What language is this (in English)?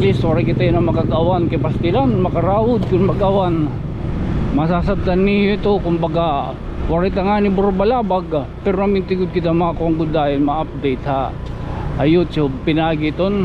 Waray